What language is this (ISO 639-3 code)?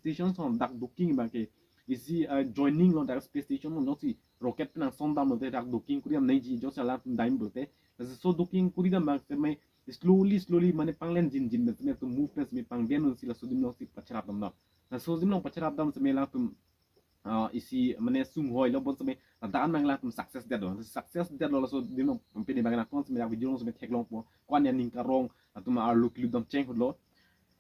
mjw